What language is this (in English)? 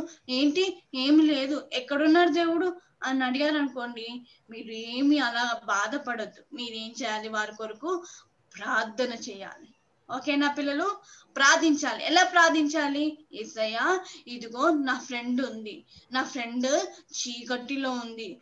Telugu